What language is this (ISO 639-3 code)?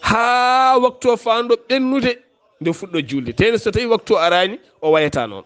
ful